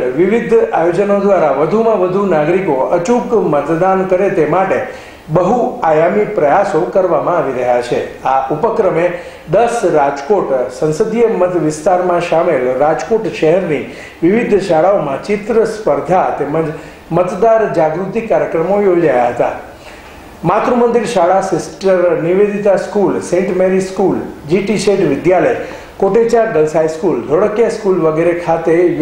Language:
Gujarati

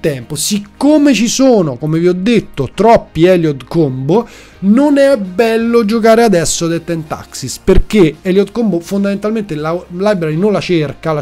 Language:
Italian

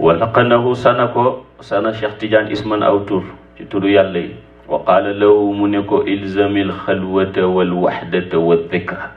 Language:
Wolof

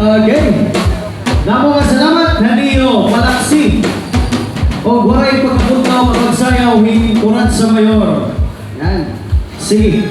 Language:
Waray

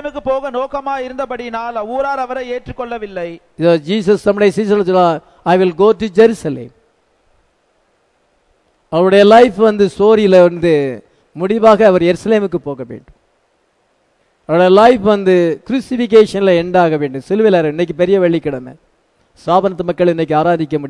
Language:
Tamil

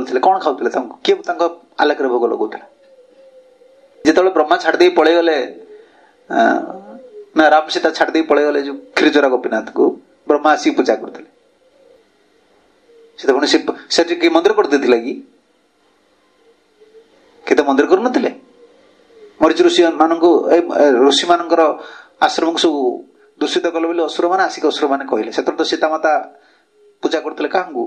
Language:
Odia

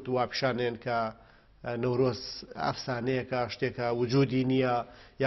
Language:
Central Kurdish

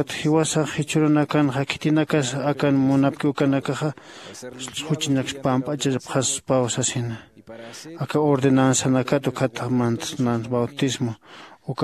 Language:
Aymara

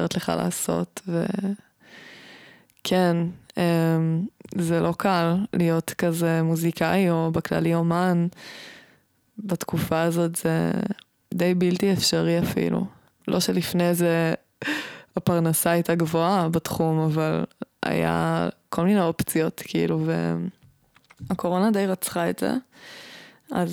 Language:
Hebrew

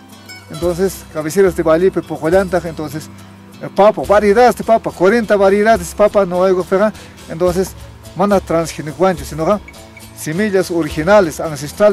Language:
South Bolivian Quechua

